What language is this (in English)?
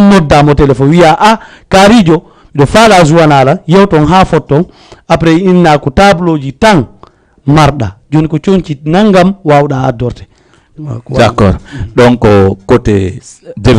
Fula